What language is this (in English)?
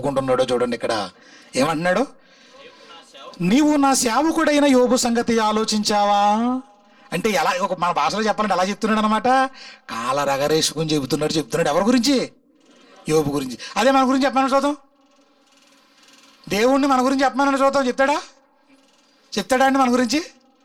Telugu